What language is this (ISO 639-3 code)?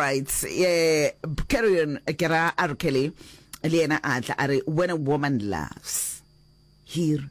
nso